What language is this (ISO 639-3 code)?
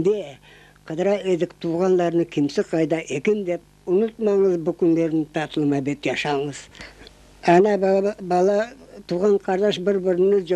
crh